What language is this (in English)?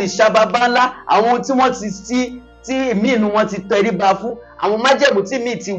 Yoruba